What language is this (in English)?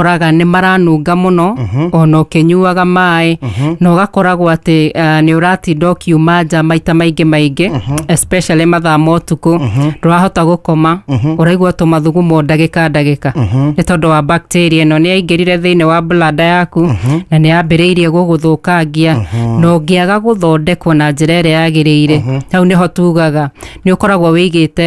Kikuyu